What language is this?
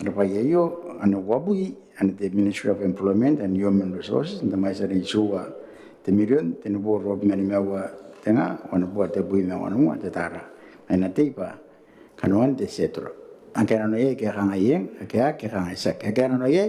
Gilbertese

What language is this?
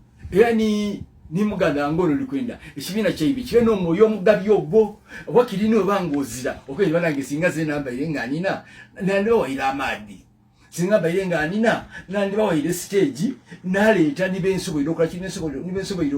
Ganda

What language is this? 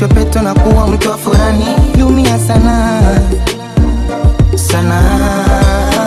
Swahili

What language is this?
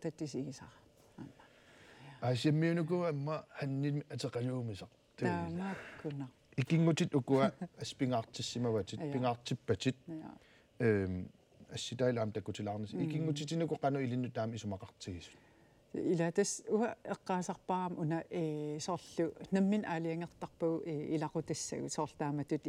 Kalaallisut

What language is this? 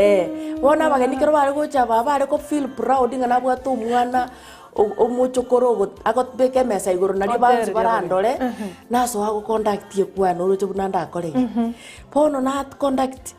Gusii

